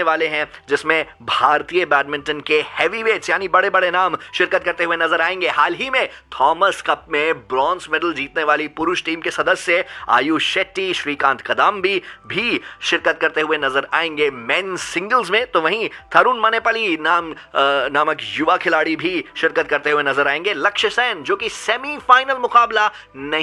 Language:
Hindi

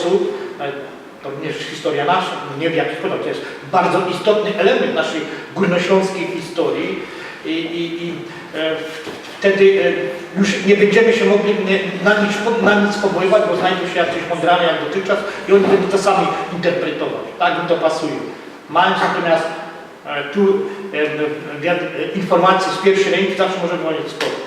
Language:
Silesian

